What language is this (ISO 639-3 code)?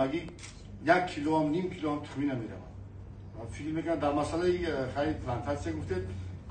tgk